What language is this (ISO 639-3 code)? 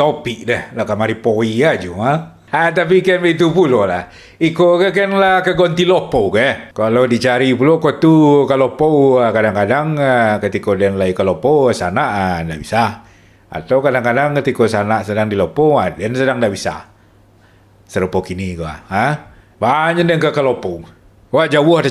min